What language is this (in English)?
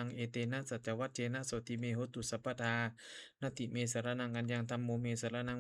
Pali